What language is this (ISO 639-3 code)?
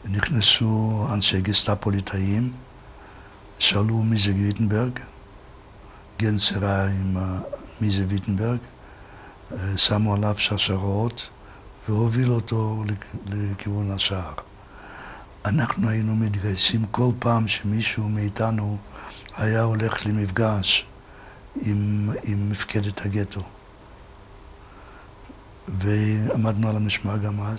heb